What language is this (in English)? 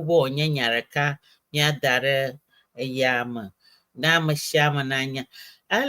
Ewe